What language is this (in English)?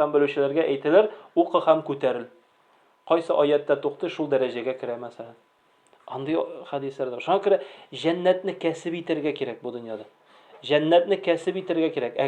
Tatar